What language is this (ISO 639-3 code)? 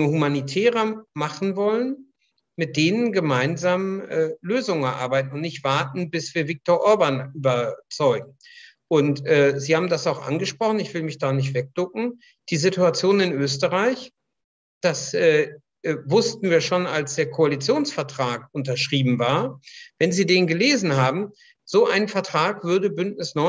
deu